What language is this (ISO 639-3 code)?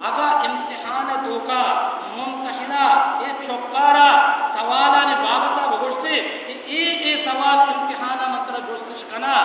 bal